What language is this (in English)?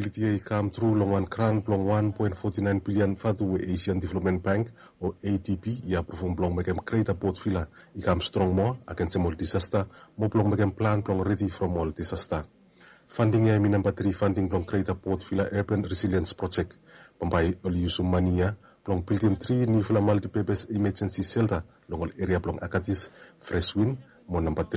Bislama